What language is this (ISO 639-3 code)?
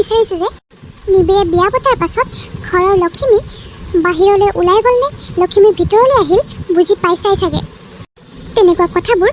asm